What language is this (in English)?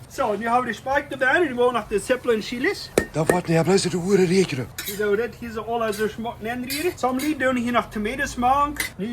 Plautdietsch